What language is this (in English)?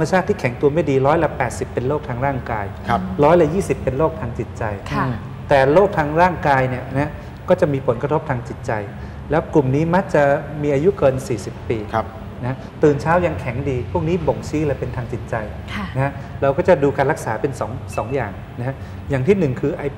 Thai